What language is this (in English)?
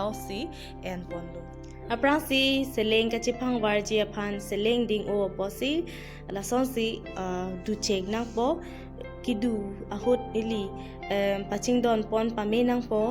Karbi